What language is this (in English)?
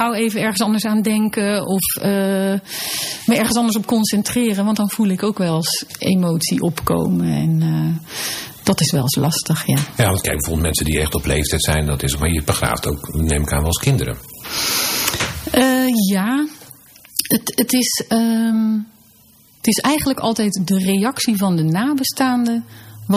Dutch